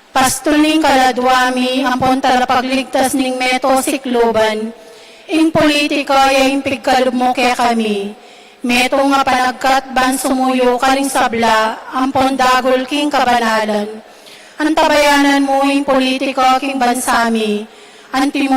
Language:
Pampanga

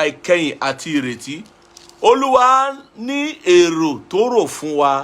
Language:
Yoruba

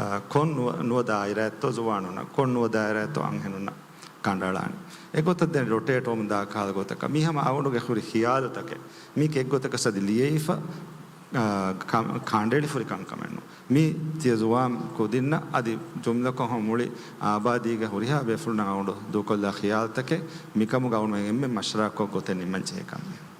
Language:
Divehi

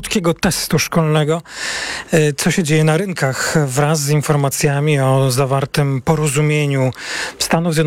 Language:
Polish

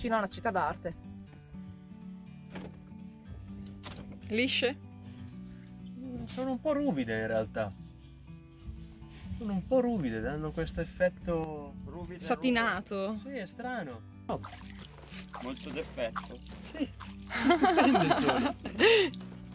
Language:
Italian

